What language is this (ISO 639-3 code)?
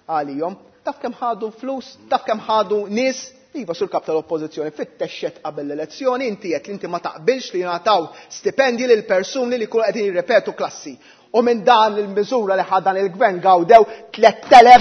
mlt